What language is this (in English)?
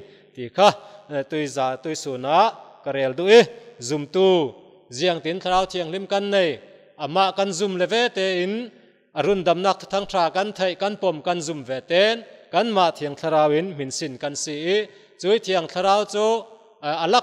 Falam Chin